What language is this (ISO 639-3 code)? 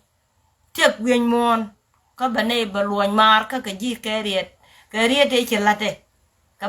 nus